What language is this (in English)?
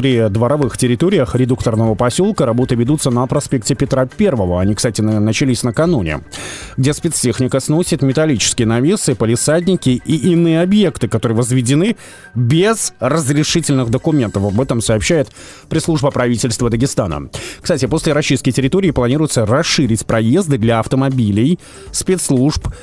Russian